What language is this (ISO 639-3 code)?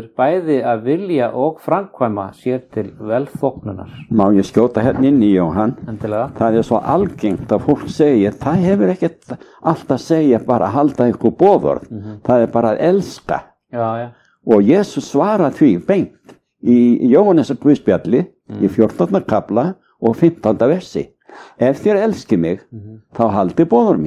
isl